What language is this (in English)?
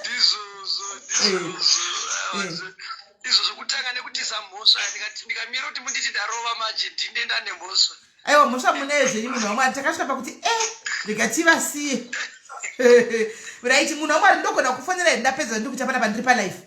Shona